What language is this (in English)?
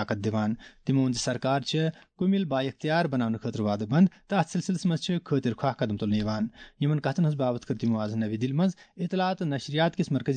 Kashmiri